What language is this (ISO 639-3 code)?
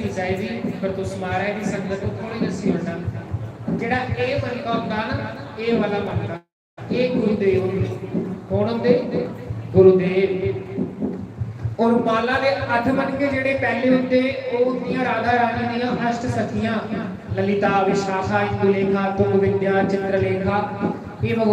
doi